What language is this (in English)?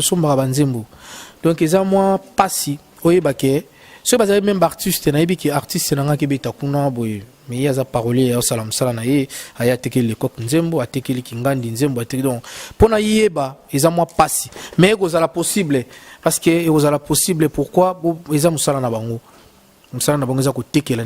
Lingala